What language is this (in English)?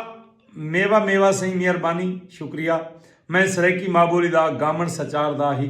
Saraiki